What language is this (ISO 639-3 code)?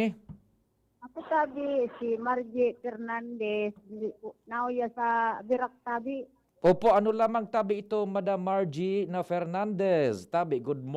bik